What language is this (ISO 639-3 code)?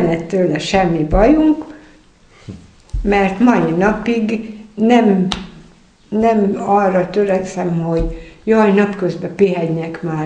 hun